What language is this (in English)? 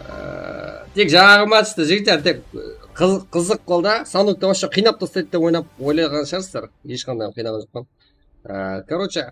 Kara-Kalpak